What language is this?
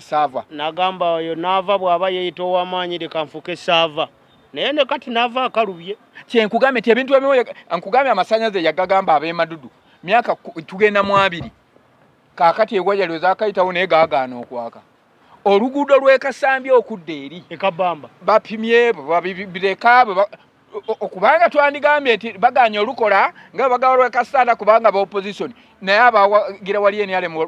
Ganda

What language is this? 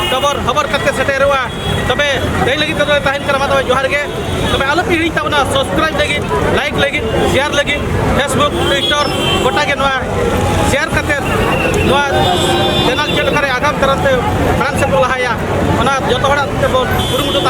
Santali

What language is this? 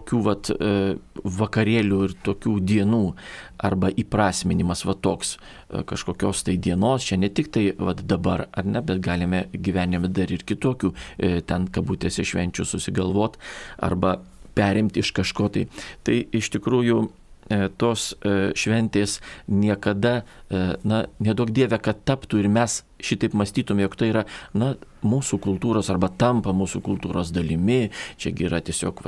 Lithuanian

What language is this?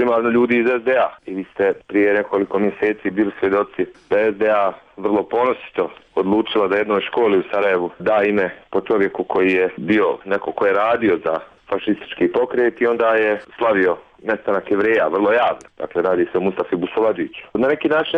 Bosnian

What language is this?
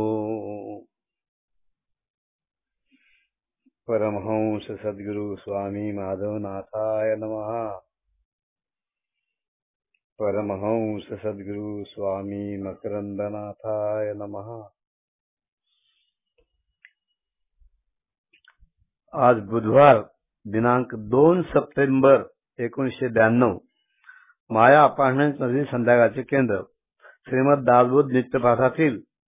Marathi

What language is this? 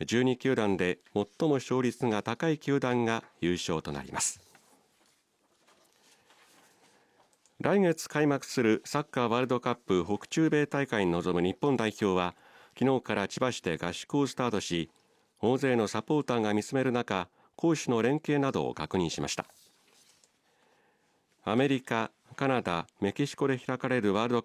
Japanese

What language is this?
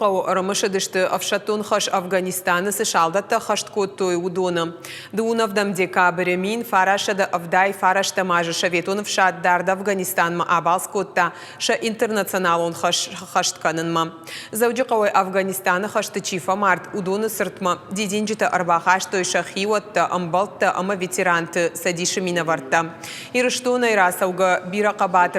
Ossetic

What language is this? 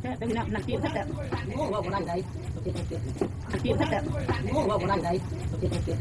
Northeastern Thai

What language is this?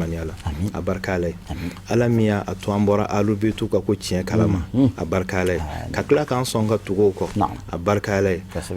Bambara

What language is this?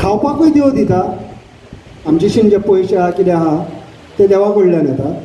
Konkani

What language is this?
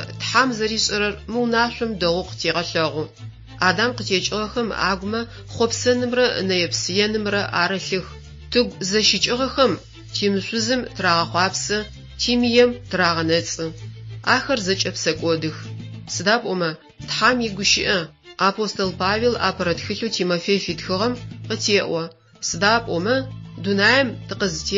Adyghe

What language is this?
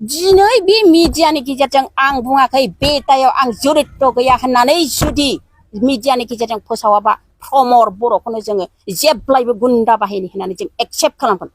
Bodo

